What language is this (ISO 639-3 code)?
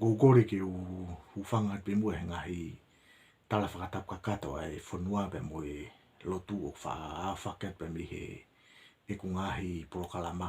ton